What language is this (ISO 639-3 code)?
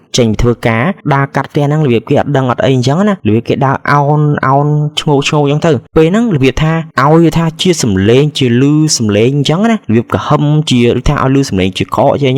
khm